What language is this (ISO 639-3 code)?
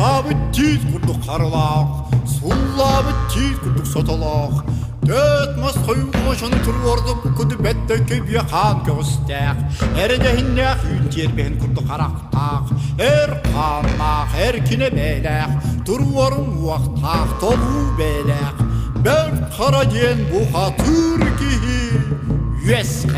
sah